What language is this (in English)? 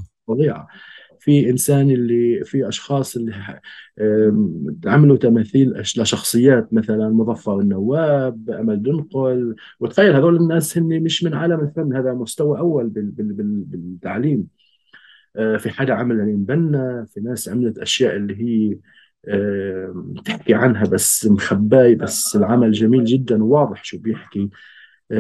North Levantine Arabic